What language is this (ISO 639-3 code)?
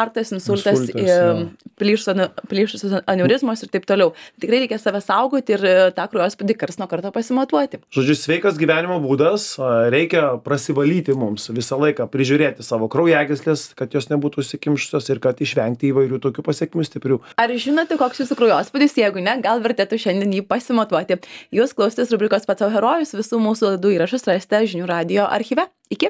lit